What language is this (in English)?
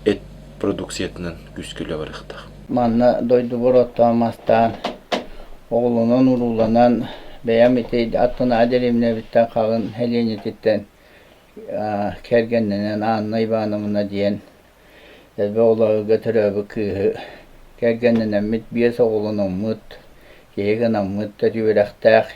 Yakut